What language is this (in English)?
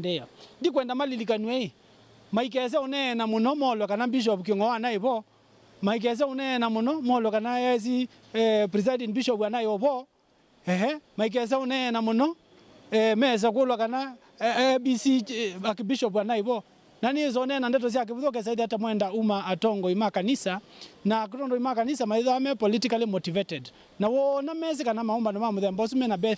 Kamba